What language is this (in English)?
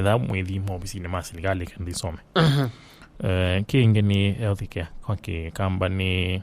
Kamba